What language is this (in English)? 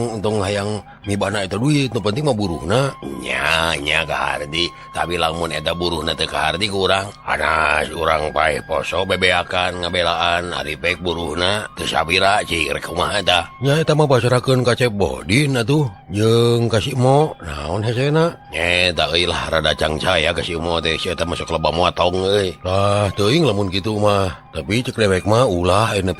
Sundanese